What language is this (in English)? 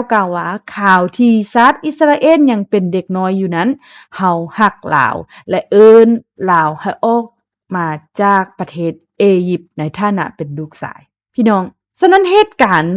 Lao